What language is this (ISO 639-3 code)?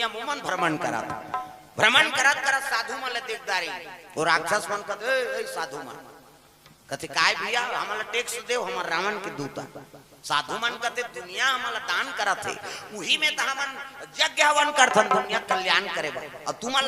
hne